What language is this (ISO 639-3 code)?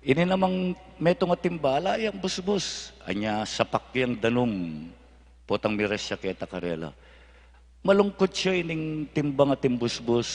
pam